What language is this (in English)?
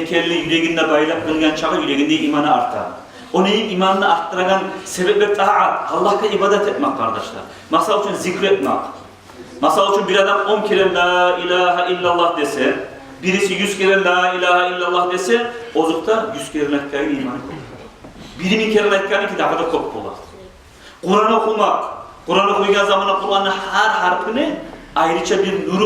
Kumyk